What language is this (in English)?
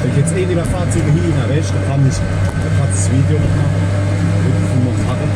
Palatine German